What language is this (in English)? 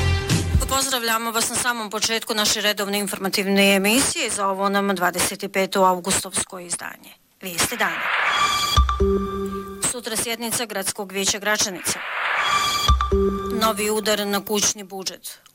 Bosnian